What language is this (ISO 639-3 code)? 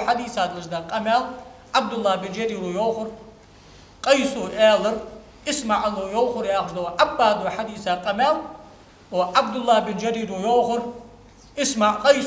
inh